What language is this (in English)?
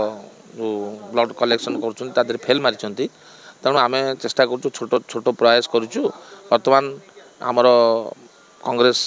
Odia